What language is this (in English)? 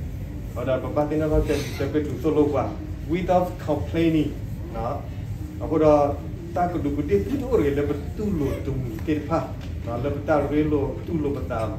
S'gaw Karen